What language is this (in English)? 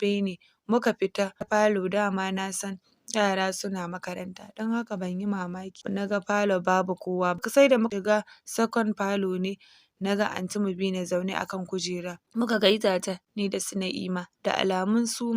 Hausa